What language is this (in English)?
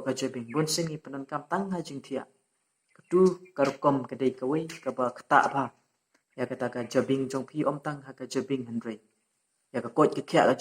Khasi